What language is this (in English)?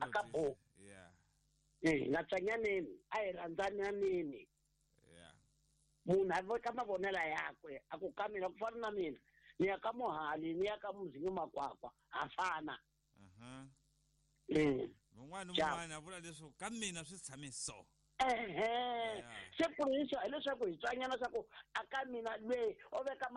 Tsonga